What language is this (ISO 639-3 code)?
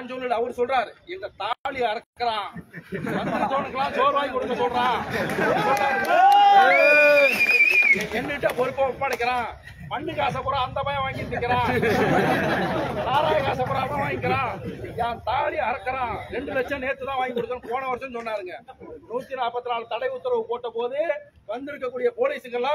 tam